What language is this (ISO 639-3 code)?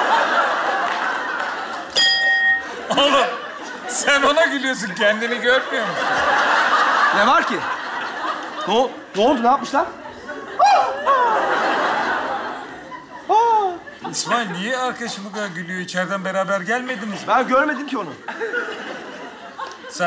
tur